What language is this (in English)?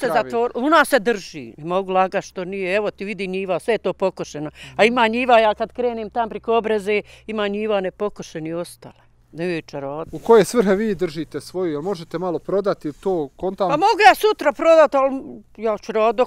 Bosnian